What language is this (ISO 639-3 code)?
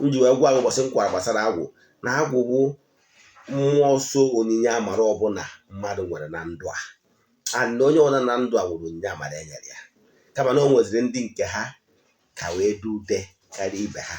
ibo